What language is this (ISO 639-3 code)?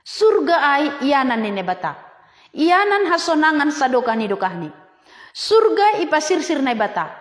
bts